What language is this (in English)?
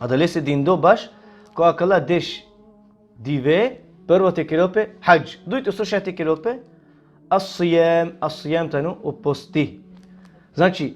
Balkan Romani